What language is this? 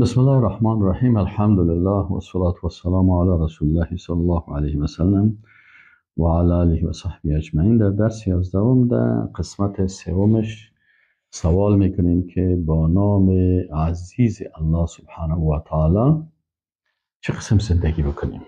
Persian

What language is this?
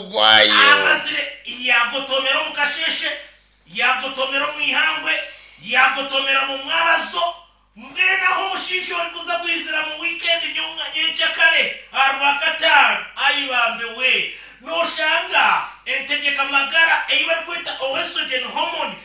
Nyankole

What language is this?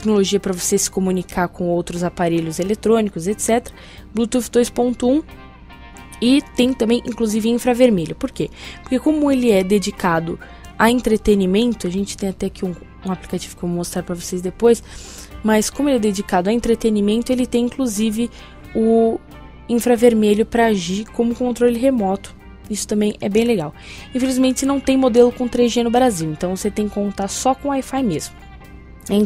Portuguese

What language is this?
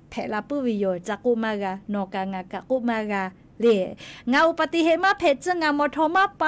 Lahu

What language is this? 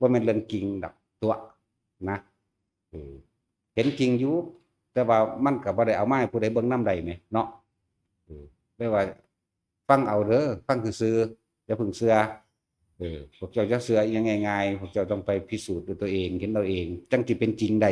Northeastern Thai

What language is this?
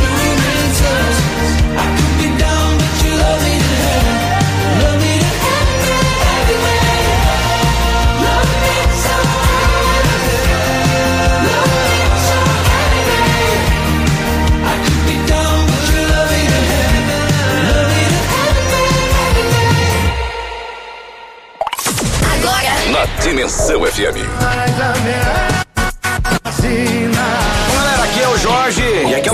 Portuguese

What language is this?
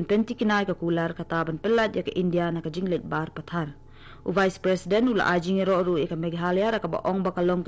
Khasi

